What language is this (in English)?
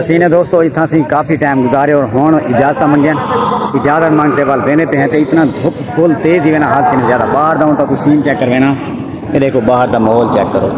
Saraiki